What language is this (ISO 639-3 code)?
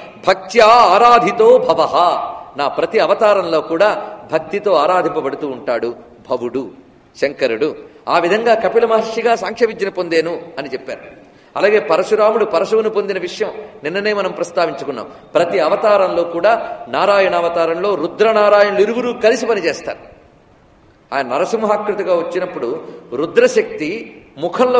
tel